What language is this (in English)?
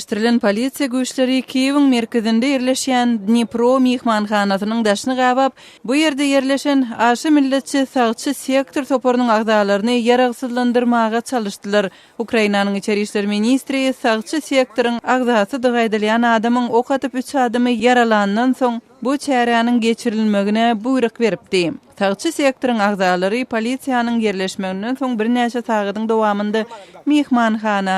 Turkmen